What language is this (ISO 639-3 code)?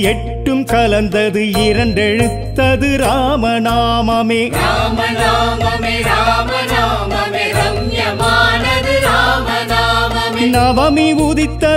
tam